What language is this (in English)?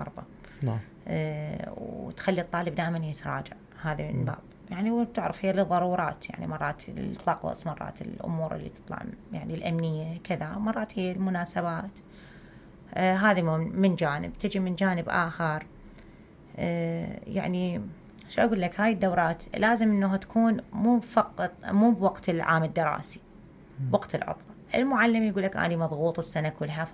Mesopotamian Arabic